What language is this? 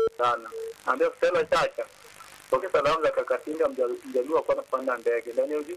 Swahili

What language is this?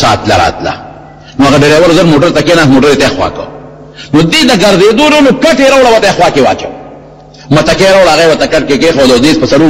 Pashto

